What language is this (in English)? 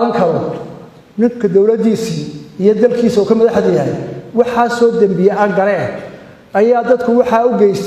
Somali